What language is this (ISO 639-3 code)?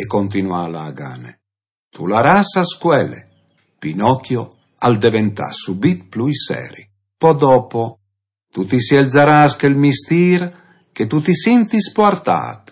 fur